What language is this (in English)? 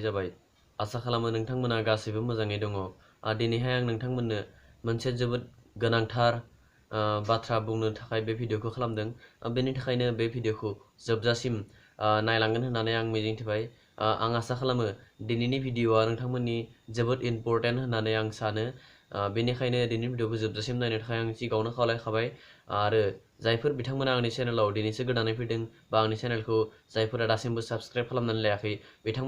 Bodo